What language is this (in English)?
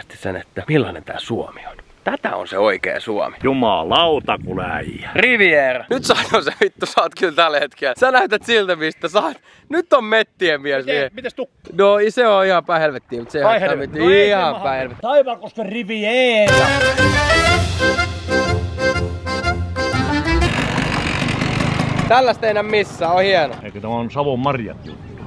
Finnish